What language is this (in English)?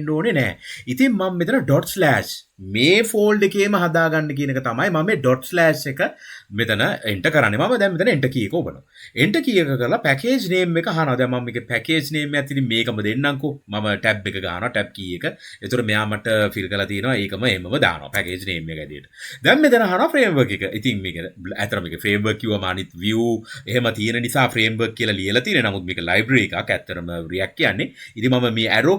Sinhala